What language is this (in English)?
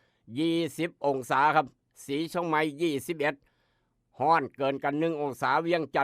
Northeastern Thai